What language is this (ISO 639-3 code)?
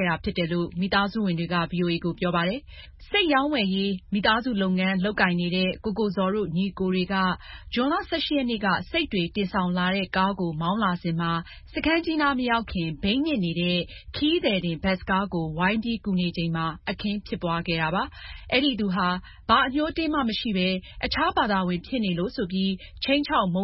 mya